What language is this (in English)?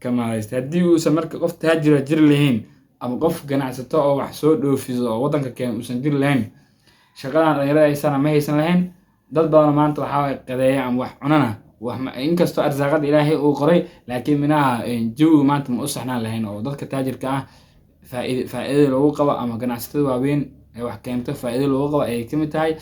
Somali